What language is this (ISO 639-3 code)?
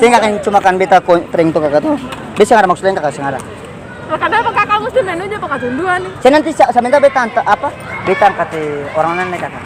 abs